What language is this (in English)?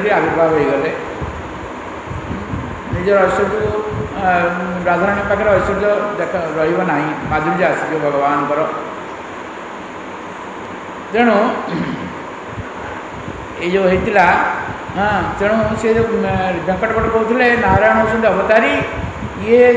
Odia